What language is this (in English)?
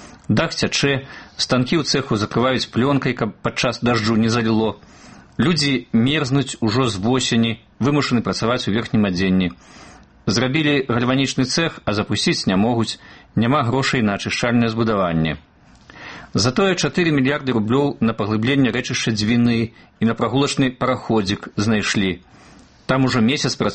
Belarusian